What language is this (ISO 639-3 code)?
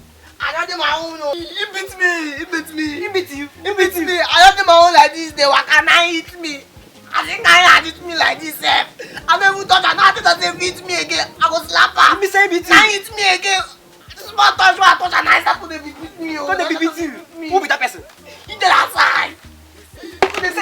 pcm